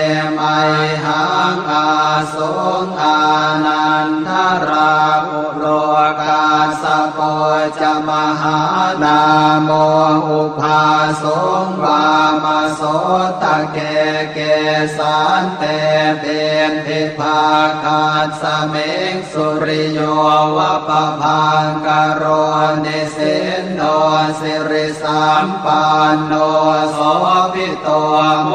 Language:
Pali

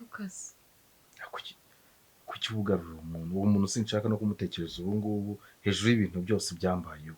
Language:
Kinyarwanda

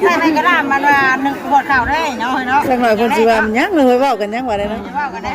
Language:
Northeastern Thai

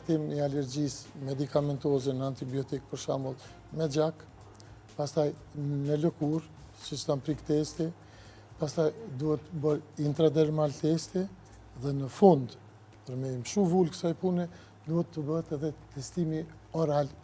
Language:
Albanian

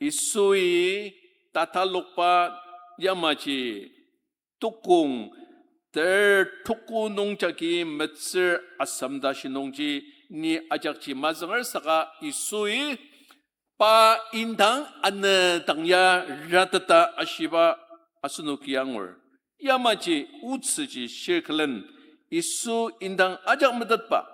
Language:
Ao Naga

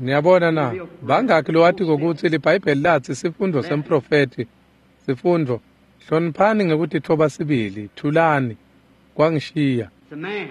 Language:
Swati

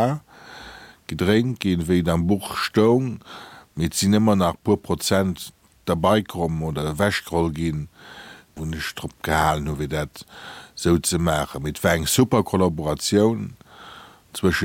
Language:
Luxembourgish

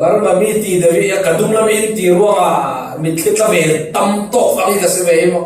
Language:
Falam Chin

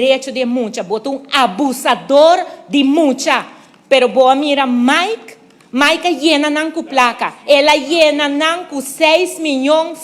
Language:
Papiamento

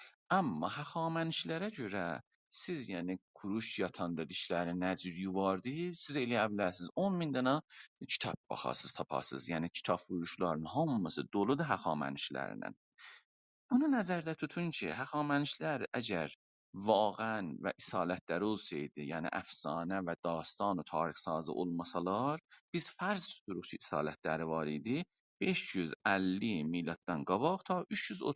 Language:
South Azerbaijani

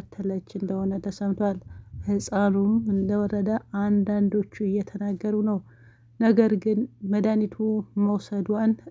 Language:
Amharic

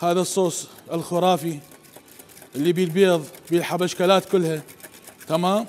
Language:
Mesopotamian Arabic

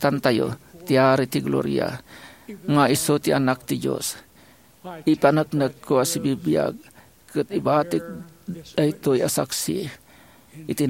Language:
Iloko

